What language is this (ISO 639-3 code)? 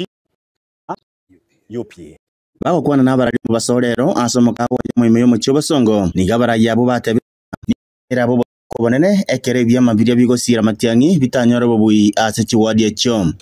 guz